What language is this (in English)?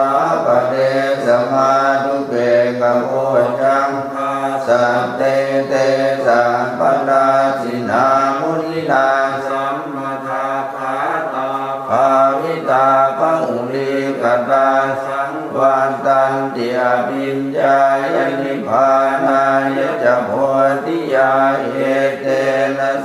Pali